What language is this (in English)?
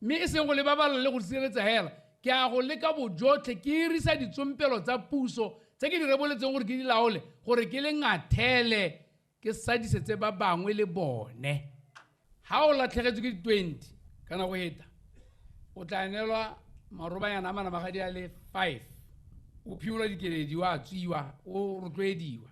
Tswana